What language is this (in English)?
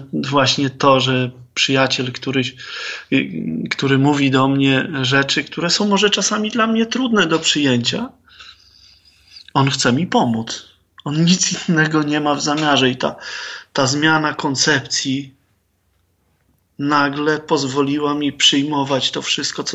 Polish